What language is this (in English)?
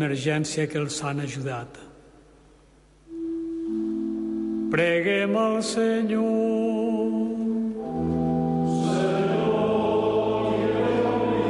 Catalan